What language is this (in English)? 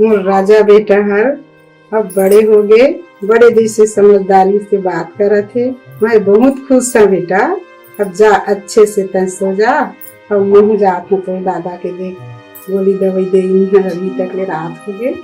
Chhattisgarhi